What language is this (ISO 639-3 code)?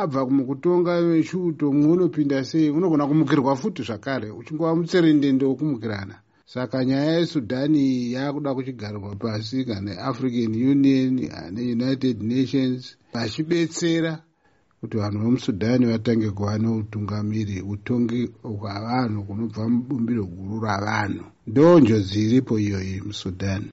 sna